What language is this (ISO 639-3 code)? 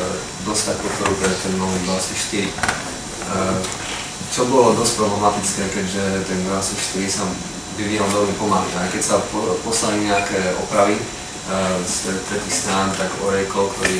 slk